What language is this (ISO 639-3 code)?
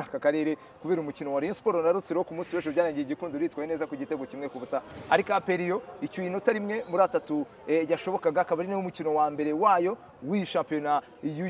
kin